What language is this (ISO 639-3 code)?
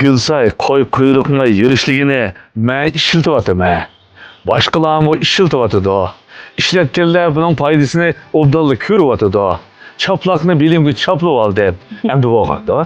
uig